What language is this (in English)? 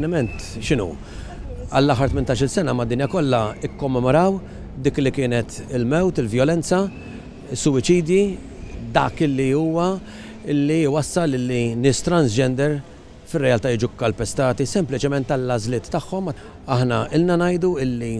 Maltese